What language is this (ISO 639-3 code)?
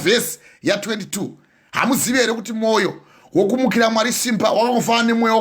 sna